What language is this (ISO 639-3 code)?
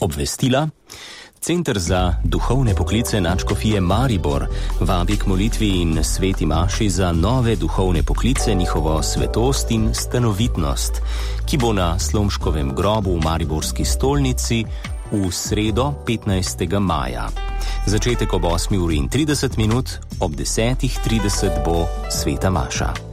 slv